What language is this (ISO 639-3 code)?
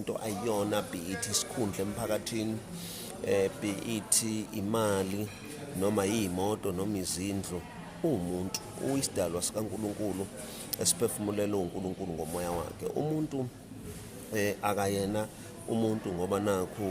zul